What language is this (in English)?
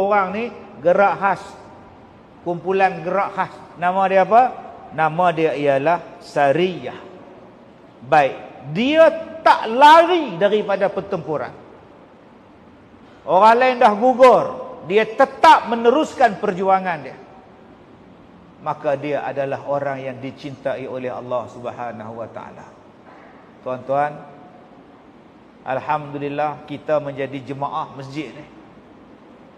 Malay